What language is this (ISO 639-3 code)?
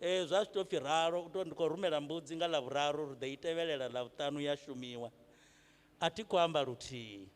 ven